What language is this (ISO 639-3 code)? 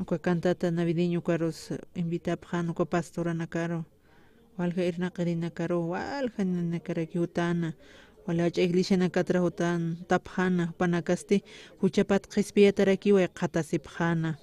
aym